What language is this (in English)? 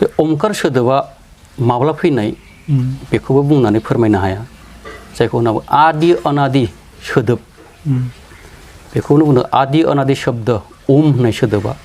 Bodo